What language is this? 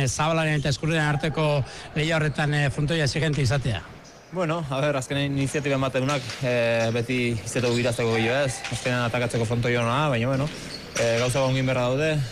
Basque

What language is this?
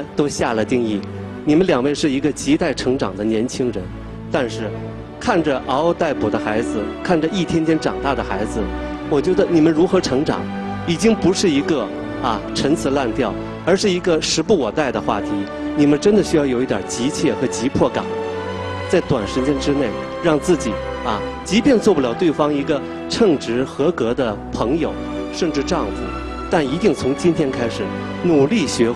Chinese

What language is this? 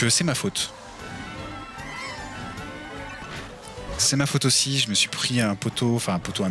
French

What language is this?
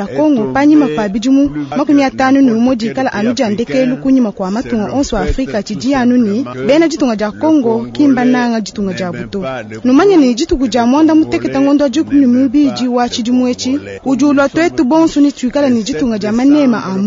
Luba-Lulua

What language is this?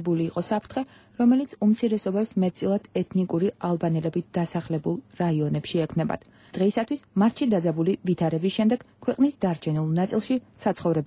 Georgian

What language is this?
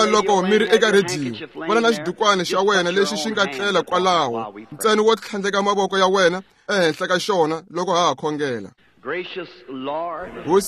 Tsonga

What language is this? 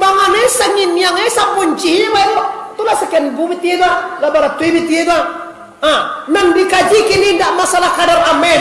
Minangkabau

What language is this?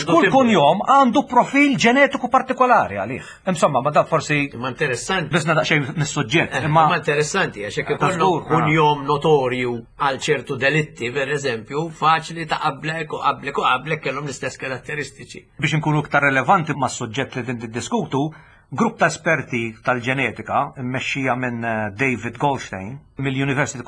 Maltese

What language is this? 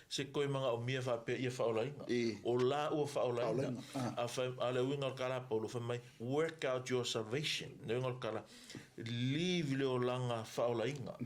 Samoan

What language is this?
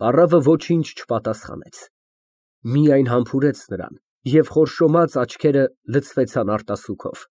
Armenian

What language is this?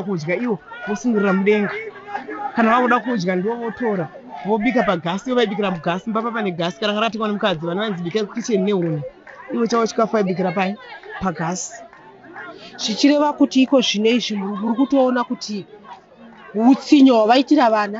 Shona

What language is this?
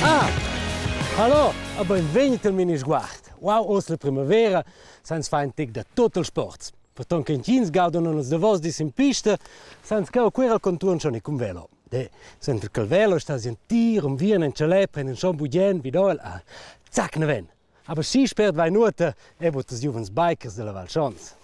Romansh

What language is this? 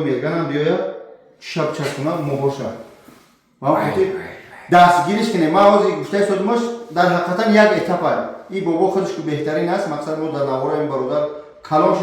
Tajik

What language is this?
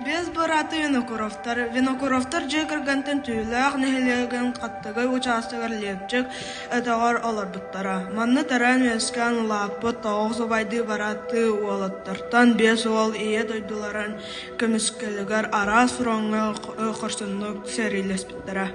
Yakut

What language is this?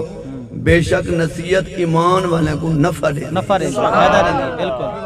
Saraiki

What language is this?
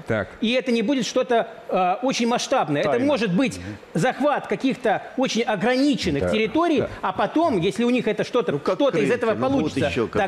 Russian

